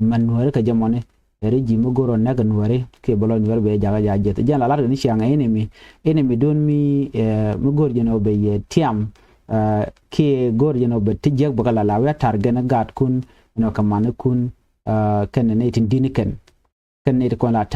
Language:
Nuer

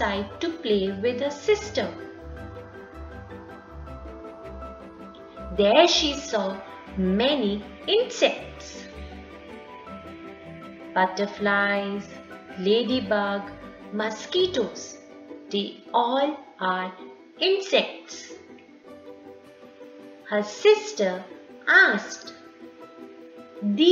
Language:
English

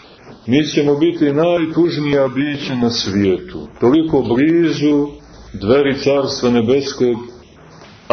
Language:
Serbian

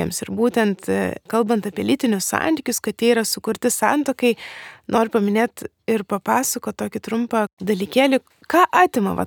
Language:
Lithuanian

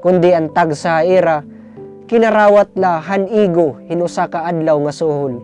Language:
Waray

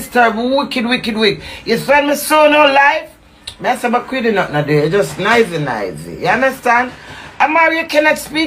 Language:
Jamaican Creole English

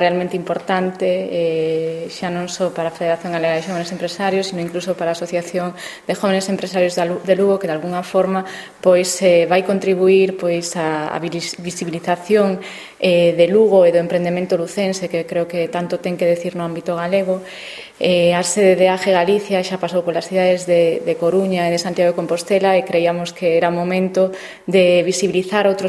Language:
Galician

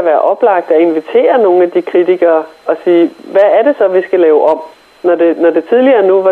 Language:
Danish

